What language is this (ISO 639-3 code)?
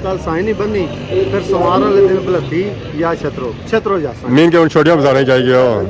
phr